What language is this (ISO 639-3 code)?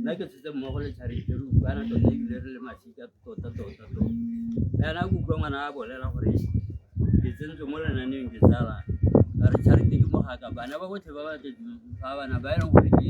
tsn